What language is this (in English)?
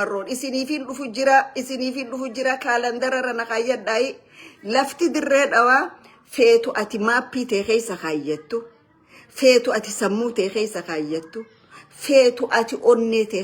Oromo